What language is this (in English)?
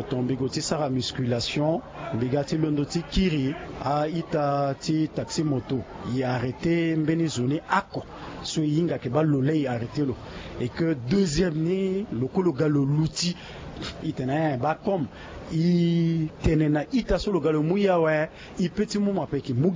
Sango